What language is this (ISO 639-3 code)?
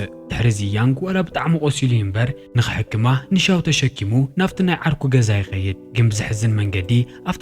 tir